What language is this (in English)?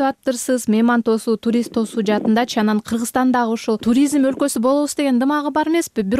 Kyrgyz